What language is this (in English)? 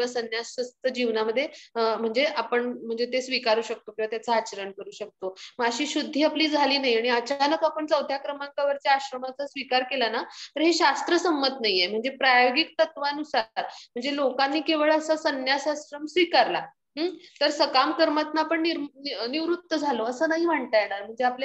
Marathi